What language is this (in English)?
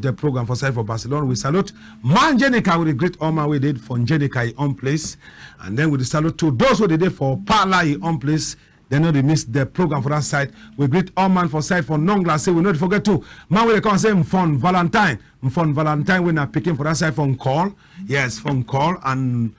Cameroon Pidgin